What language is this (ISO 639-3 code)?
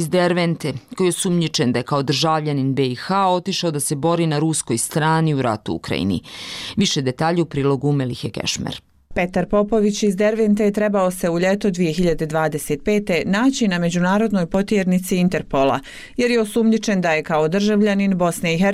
bos